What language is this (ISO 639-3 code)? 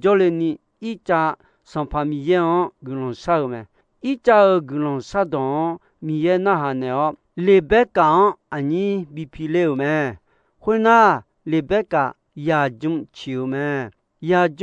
ahk